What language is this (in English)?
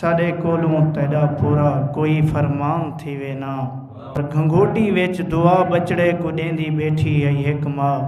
Saraiki